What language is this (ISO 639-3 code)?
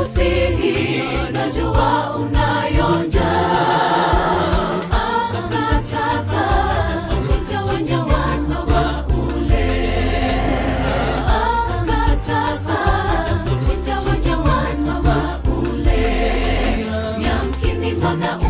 swa